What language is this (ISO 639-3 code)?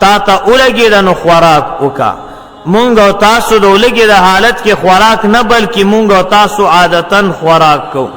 pus